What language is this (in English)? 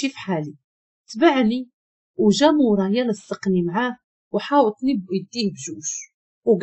Moroccan Arabic